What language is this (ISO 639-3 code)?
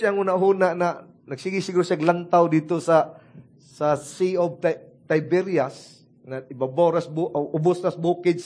ceb